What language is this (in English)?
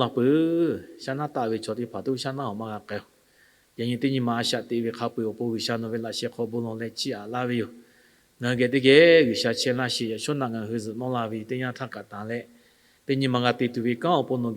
Lahu